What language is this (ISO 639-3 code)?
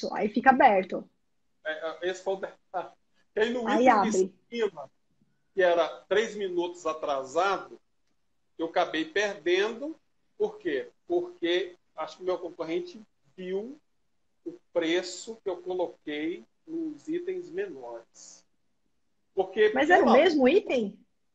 por